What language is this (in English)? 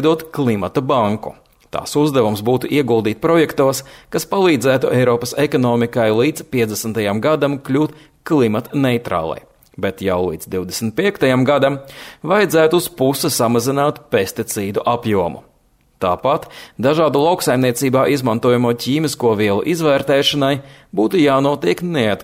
Latvian